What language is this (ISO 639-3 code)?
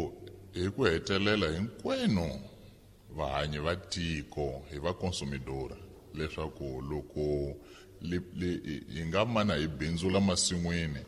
tso